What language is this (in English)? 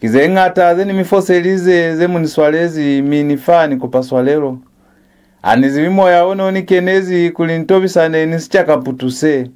Lozi